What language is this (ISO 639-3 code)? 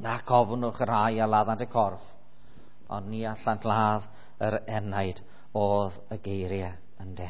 cym